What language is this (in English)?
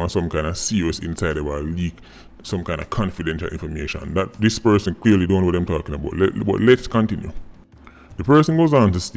Jamaican Creole English